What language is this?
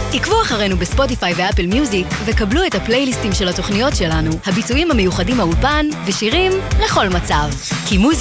Hebrew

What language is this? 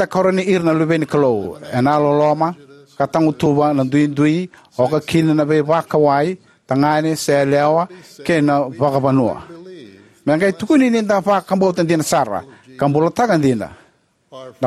Fijian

